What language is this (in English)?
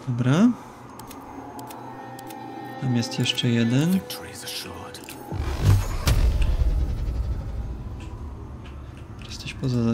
Polish